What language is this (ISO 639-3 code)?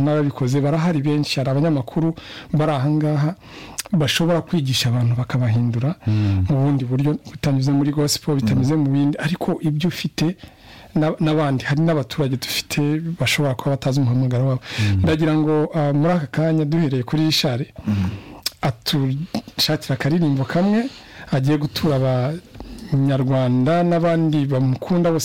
kin